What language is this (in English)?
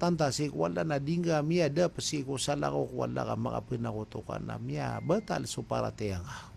Maranao